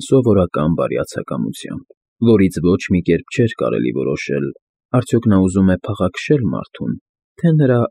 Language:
Armenian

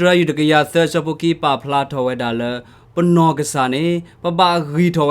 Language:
S'gaw Karen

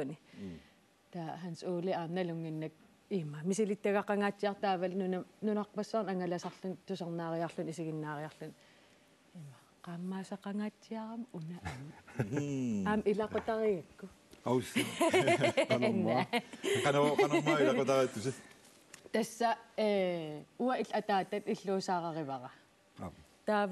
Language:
Kalaallisut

